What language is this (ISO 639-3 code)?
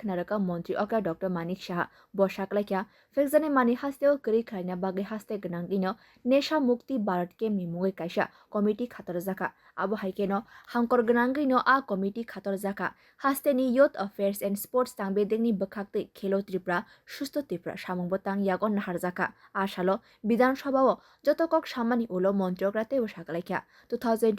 trp